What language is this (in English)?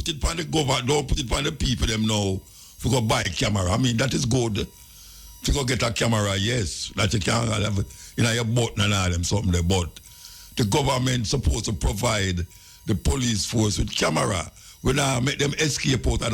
Jamaican Creole English